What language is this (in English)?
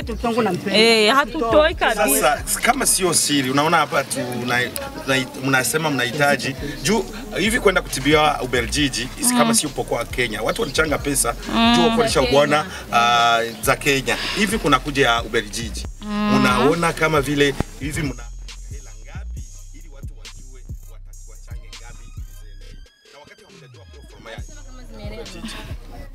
Swahili